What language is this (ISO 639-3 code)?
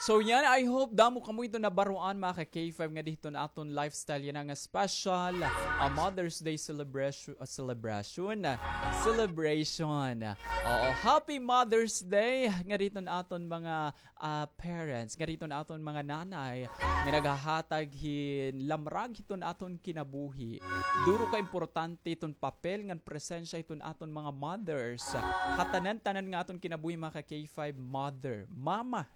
war